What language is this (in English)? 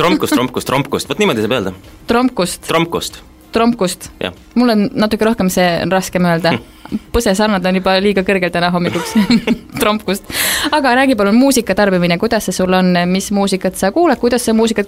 Estonian